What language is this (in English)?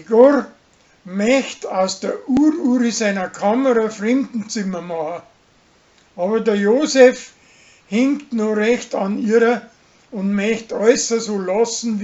Bavarian